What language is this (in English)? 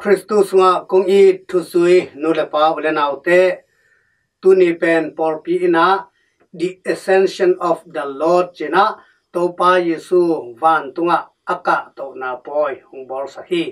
Tedim Chin